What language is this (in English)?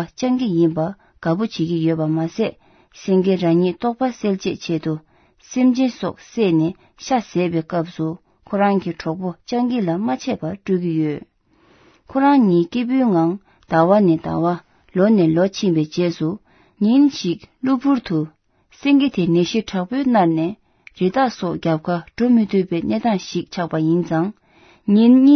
Tibetan